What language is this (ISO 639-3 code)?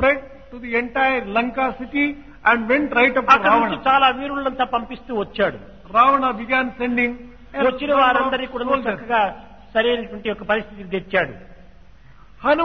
tel